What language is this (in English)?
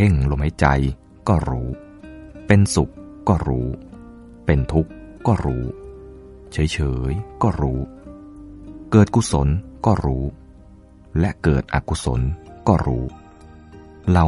Thai